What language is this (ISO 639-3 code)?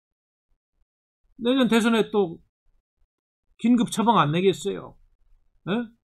kor